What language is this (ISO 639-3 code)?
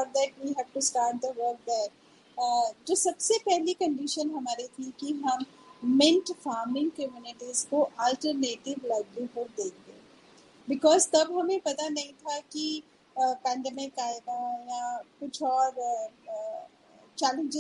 hin